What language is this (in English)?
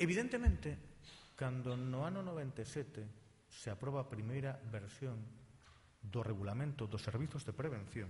Galician